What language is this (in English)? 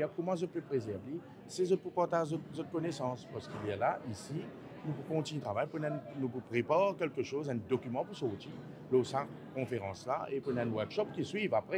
Morisyen